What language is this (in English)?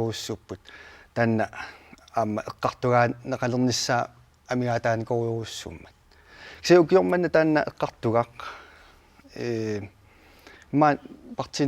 Kalaallisut